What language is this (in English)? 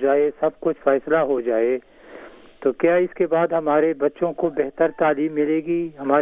Urdu